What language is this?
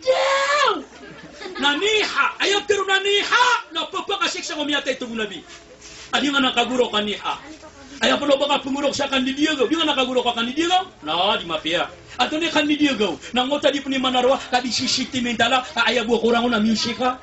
Maranao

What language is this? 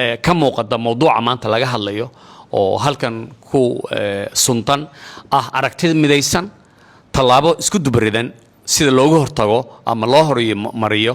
Somali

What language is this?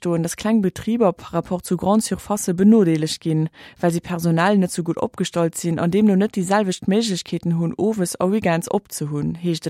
Luxembourgish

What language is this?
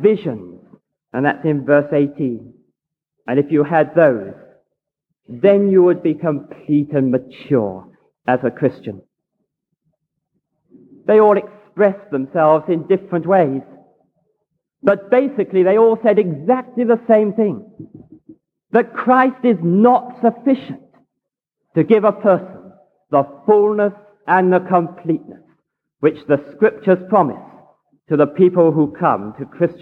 English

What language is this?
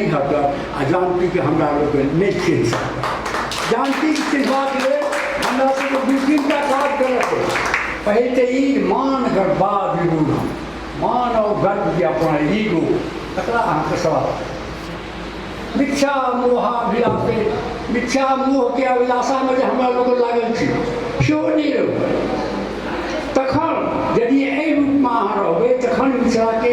Maithili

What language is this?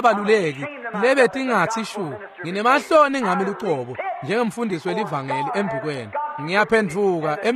Swati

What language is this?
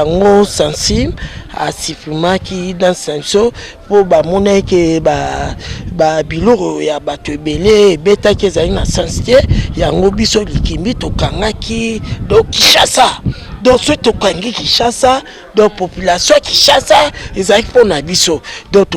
Lingala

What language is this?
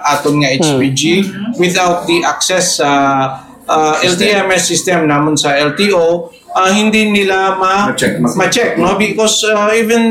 Hiligaynon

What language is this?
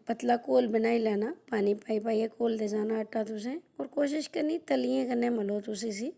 Dogri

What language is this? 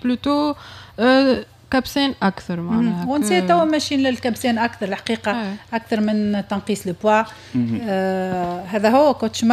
Tunisian Arabic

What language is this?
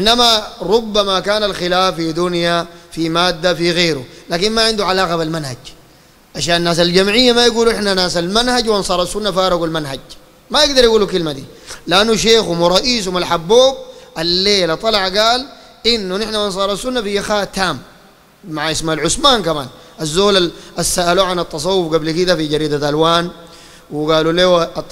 Sudanese Arabic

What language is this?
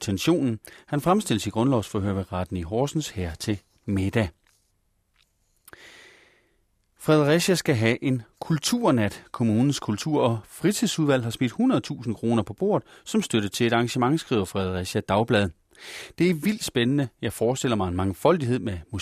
Danish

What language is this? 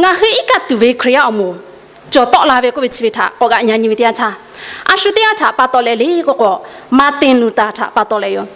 Lahu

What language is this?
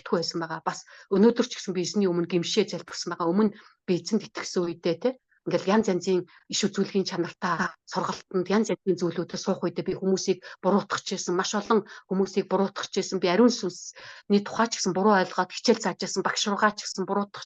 Mongolian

